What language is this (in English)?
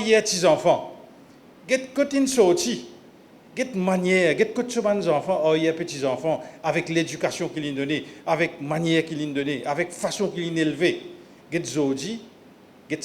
Morisyen